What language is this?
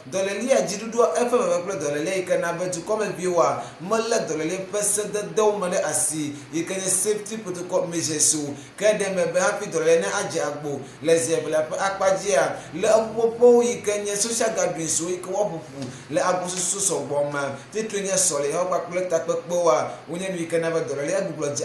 Ewe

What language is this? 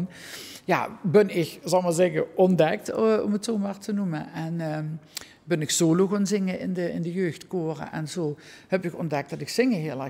Limburgish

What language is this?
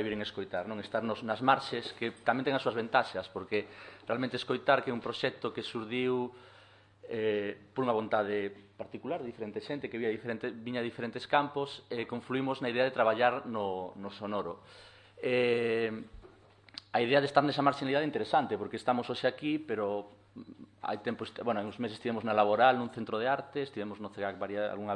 Galician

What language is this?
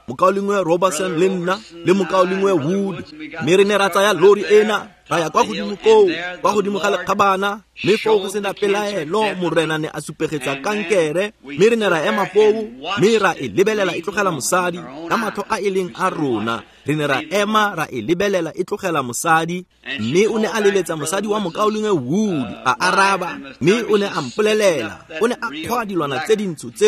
Tswana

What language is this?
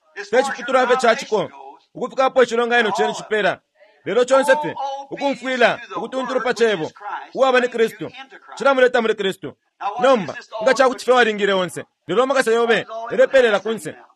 Bemba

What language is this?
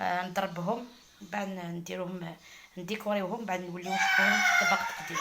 Algerian Arabic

